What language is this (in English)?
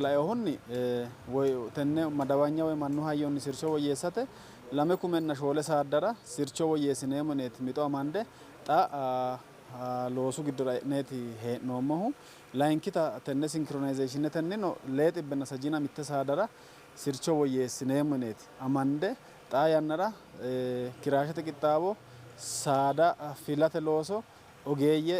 Sidamo